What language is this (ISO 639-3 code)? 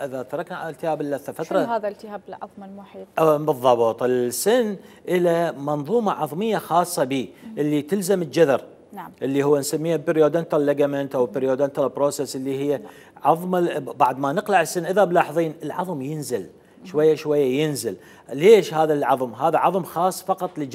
acm